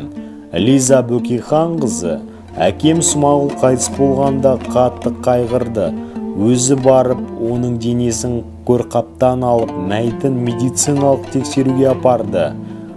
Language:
Kazakh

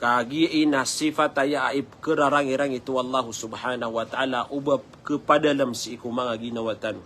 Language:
Maranao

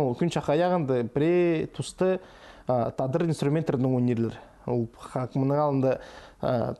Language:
Khakas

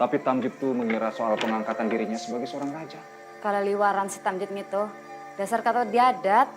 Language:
Banjar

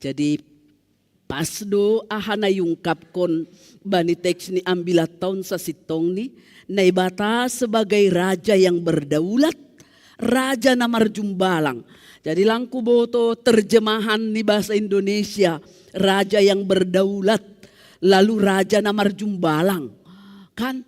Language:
Batak Simalungun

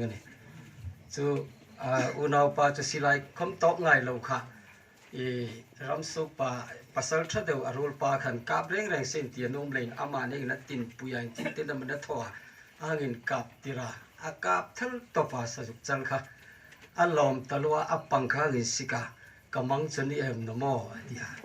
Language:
Hmar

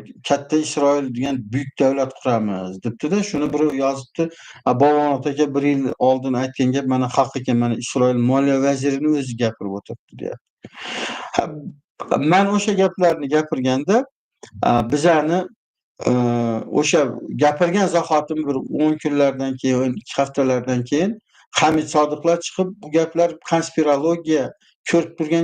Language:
Uzbek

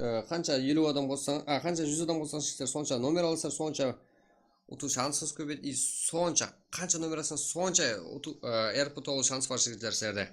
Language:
Kara-Kalpak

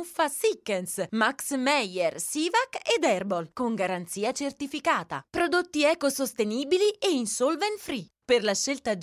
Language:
Italian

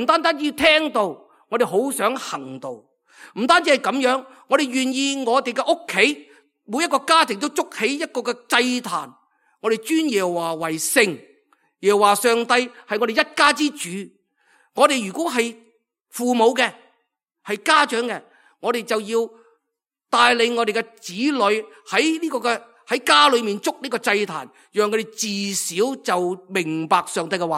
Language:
Cantonese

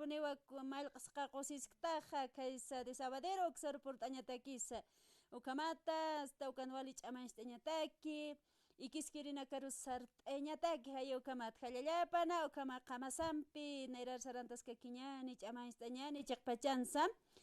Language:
Aymara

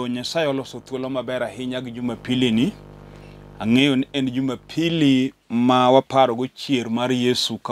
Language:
Luo (Kenya and Tanzania)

